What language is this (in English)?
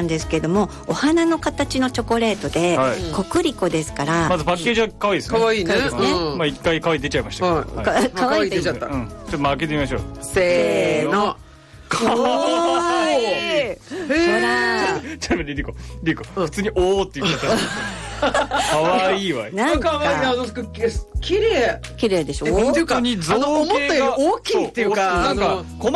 Japanese